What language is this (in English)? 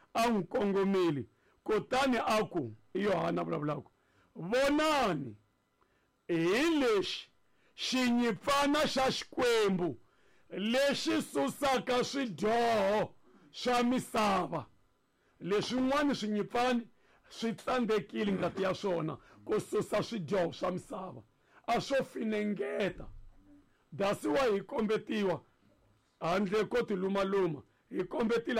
Tsonga